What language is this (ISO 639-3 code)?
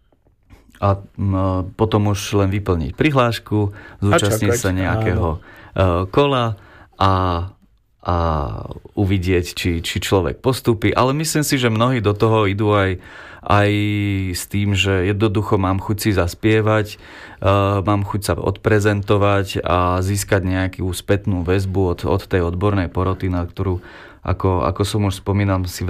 slk